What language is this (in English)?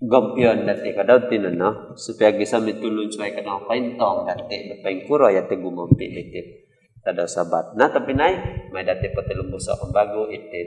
Central Dusun